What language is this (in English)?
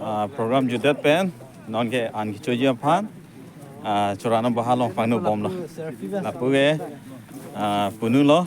Karbi